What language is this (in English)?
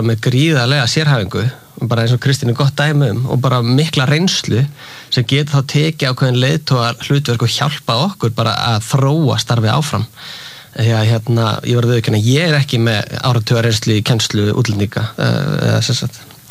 Icelandic